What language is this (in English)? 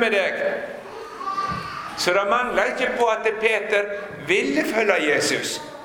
Norwegian